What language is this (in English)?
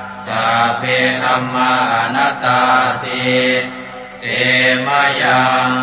Pali